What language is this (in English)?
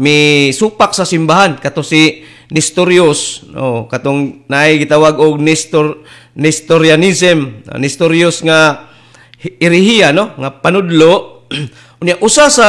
Cebuano